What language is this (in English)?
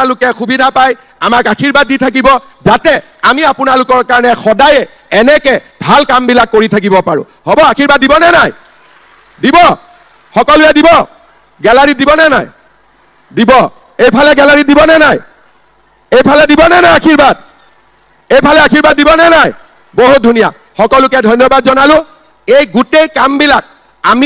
Assamese